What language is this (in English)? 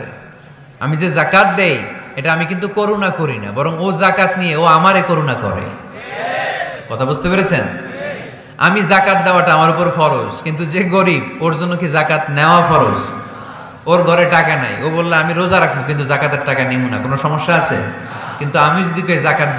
Bangla